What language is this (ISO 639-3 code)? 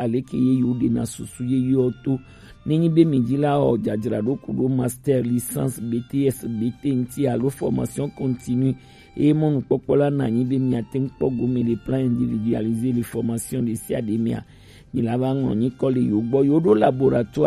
gej